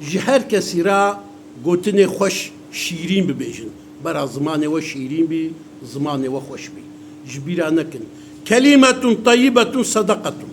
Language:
Kurdish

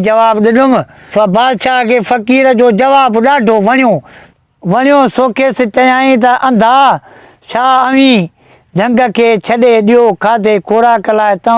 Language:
Sindhi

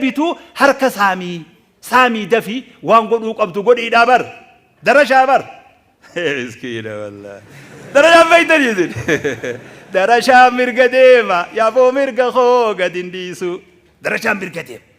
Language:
Oromo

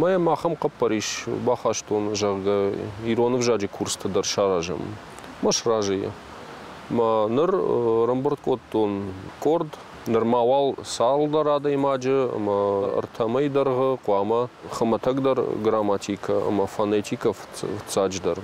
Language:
Ossetic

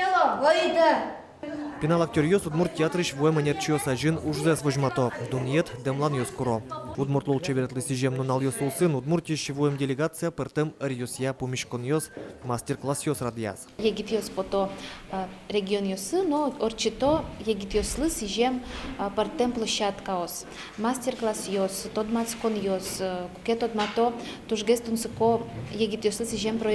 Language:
Udmurt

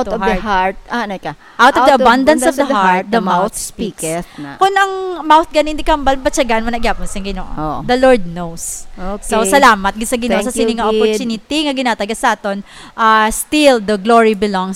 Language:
Hiligaynon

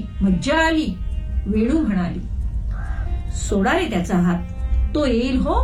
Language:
Marathi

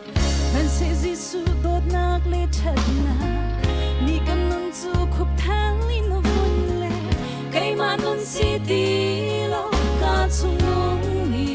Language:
Hakha Chin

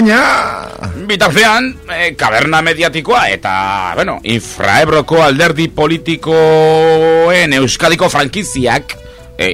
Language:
Basque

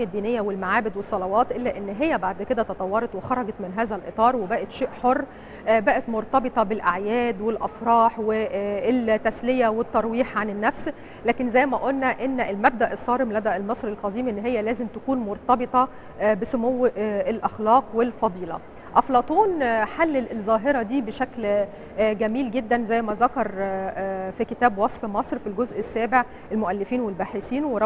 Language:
Egyptian Arabic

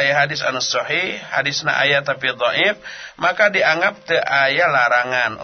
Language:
Sundanese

